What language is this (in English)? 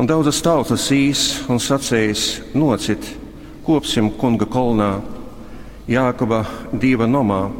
Latgalian